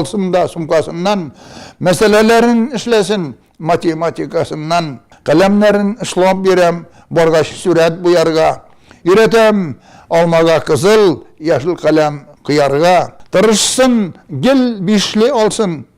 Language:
Tatar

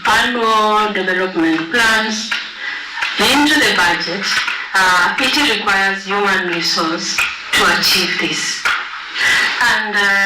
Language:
Kamba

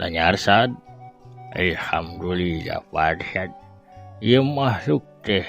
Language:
Sundanese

